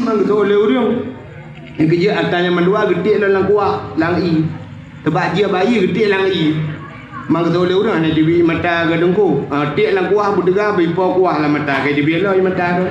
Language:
Achinese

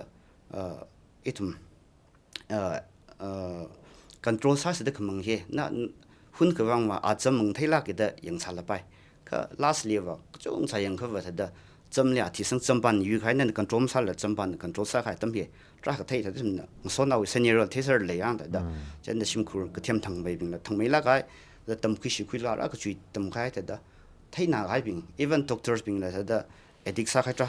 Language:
Tangkhul Naga (India)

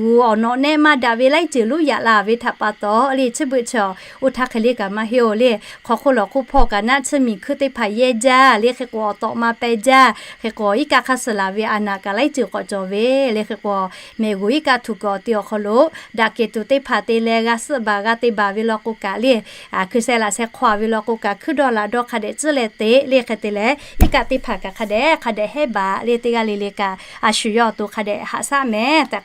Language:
Lahu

